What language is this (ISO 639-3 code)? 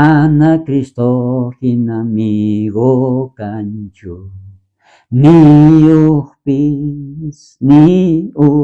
quh